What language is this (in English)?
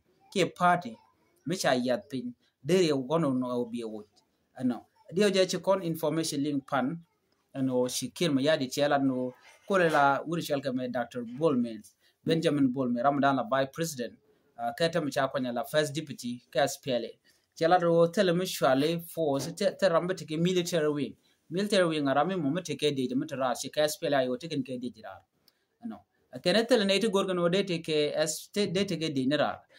Nuer